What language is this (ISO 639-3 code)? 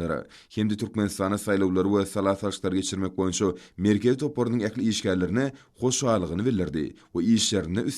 tuk